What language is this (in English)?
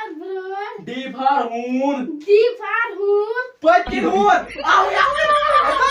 Kashmiri